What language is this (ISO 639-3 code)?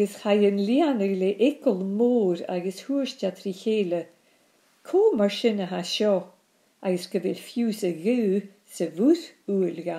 gla